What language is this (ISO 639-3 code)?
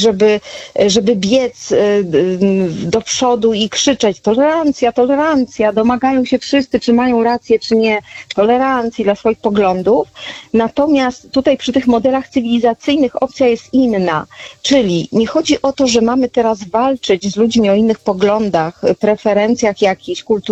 pol